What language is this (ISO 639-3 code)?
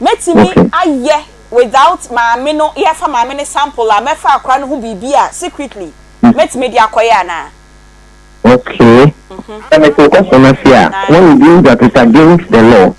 aka